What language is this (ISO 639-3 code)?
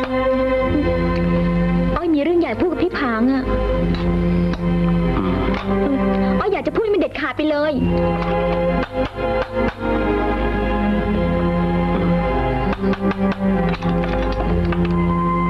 tha